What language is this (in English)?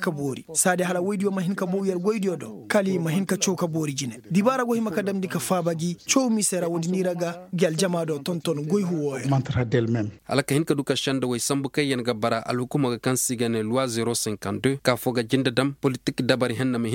Koyraboro Senni